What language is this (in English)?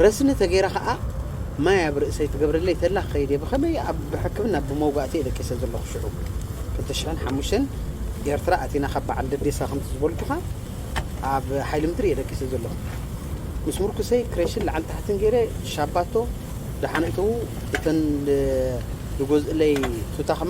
Tigrinya